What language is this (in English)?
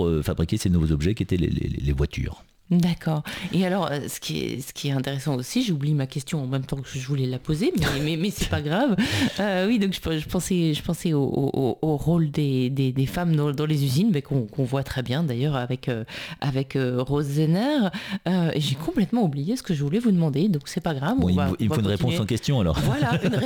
French